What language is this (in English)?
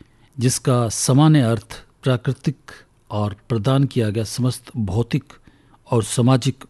Hindi